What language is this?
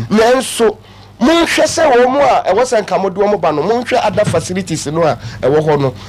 Akan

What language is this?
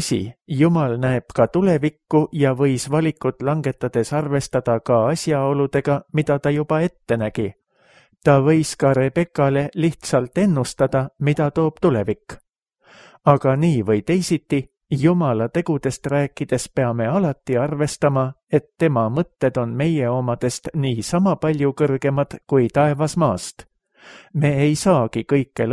Estonian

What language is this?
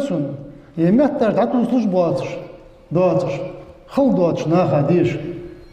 Ingush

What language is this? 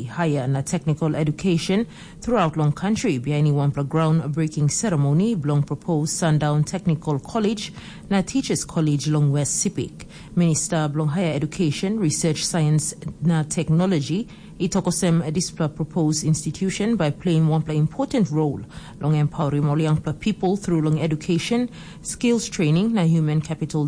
Tok Pisin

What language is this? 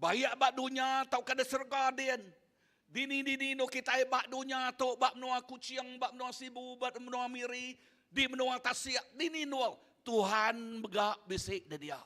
Iban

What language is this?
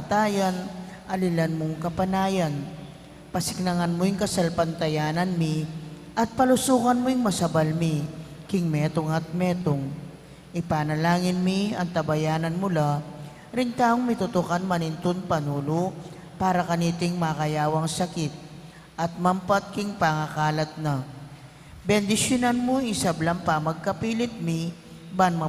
Pampanga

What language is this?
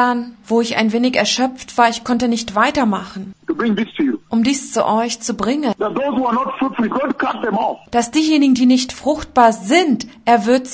German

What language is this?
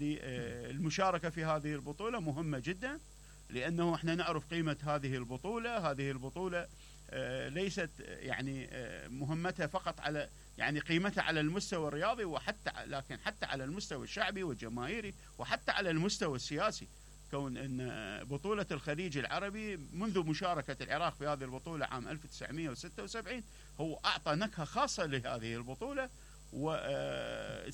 Mesopotamian Arabic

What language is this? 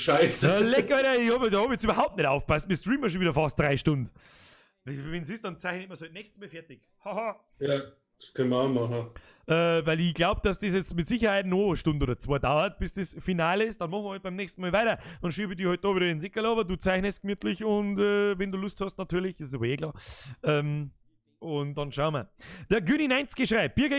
Bavarian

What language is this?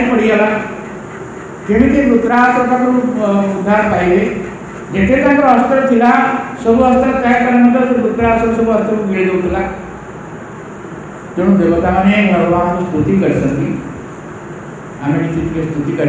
Odia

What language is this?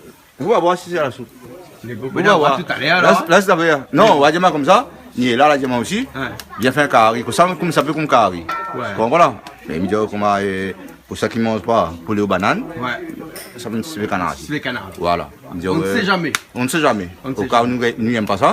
Réunion Creole French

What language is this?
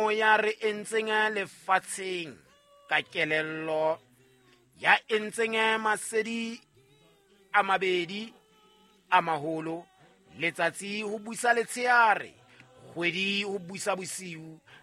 Southern Sotho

